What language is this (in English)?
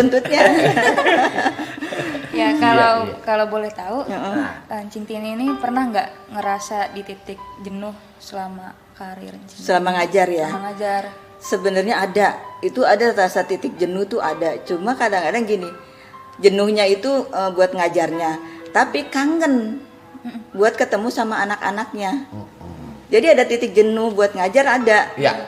Betawi